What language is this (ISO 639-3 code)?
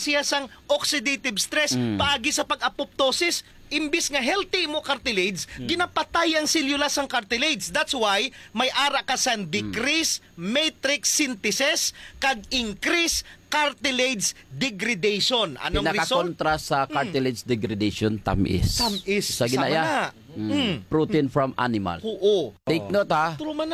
hil